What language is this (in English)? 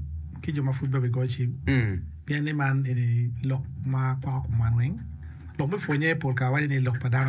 Acoli